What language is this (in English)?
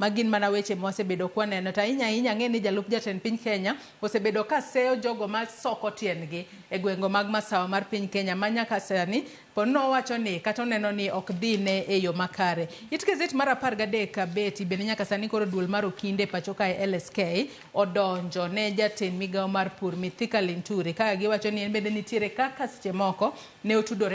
Luo (Kenya and Tanzania)